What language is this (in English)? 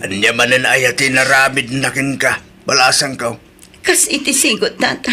Iloko